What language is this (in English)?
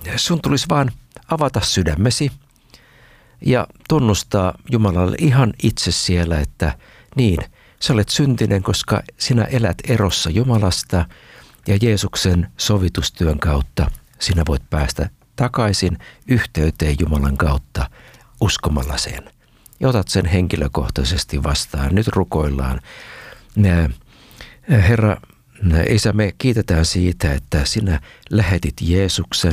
Finnish